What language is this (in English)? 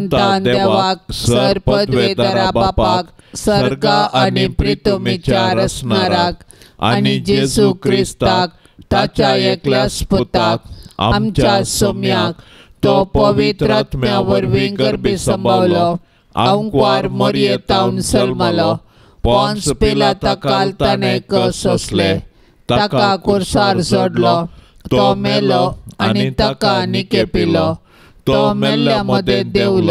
Konkani